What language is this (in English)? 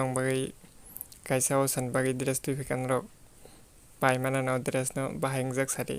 Kok Borok